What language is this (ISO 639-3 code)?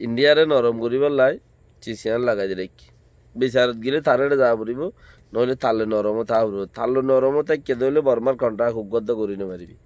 rhg